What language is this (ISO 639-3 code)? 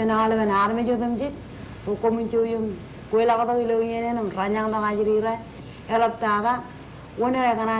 mah